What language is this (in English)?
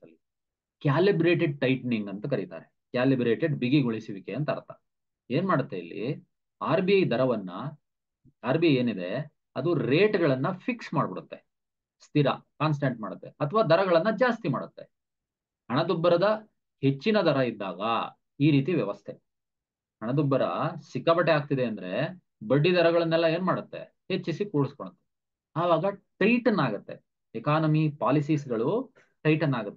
Kannada